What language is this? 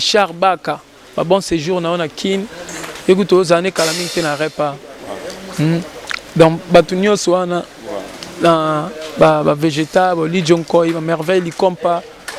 Lingala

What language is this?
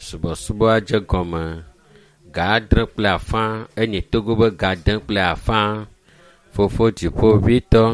Ewe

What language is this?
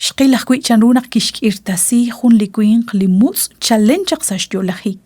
Kekchí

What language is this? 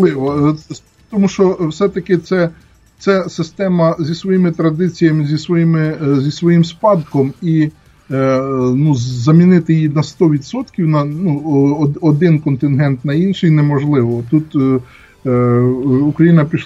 Ukrainian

